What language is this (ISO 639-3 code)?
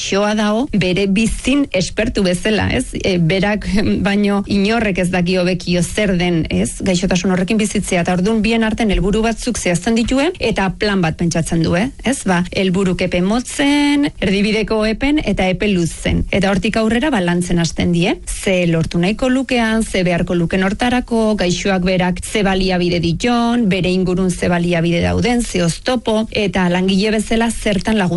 eus